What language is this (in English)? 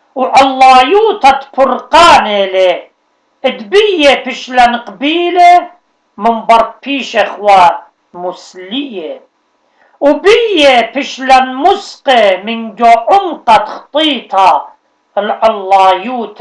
Assyrian Neo-Aramaic